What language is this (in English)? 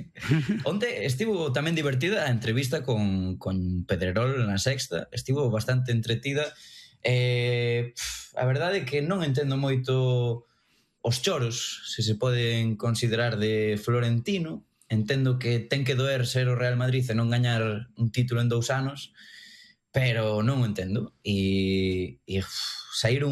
Galician